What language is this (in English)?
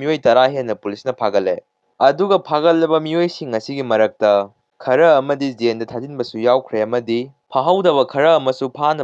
Manipuri